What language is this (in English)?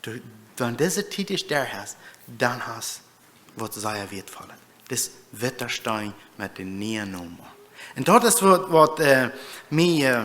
Plautdietsch